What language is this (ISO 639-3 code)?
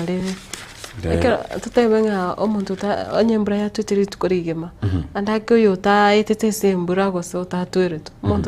guz